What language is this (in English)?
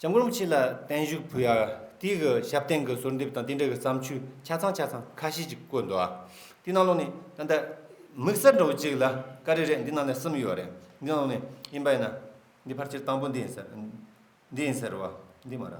Tibetan